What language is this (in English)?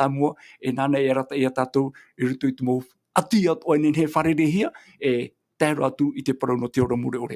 Tahitian